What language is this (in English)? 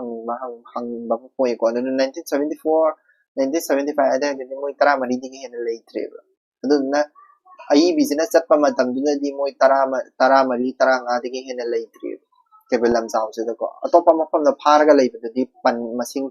Manipuri